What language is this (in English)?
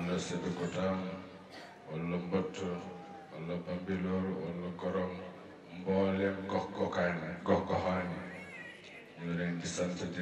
Wolof